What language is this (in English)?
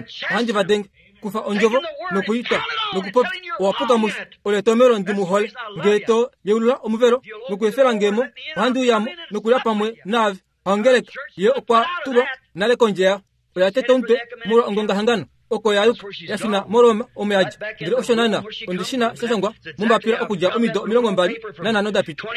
Kuanyama